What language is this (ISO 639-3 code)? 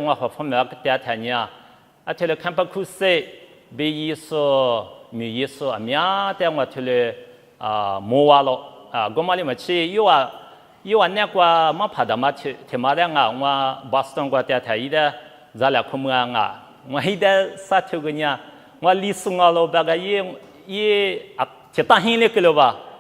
lis